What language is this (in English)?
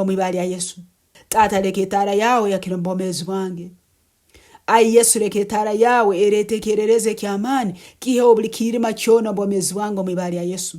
Nyankole